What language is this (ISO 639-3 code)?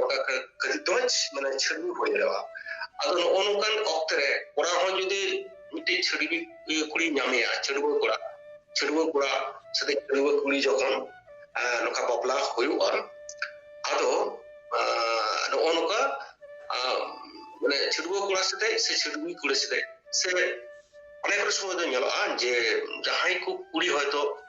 sat